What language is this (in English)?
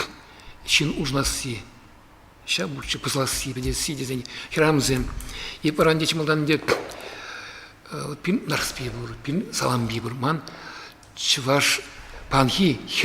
Chuvash